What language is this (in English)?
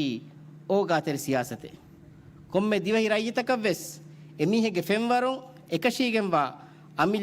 Divehi